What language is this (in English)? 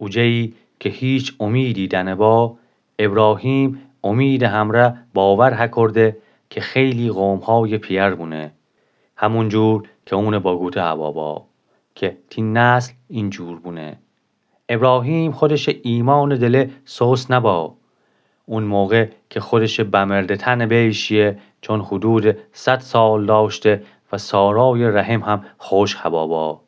Gilaki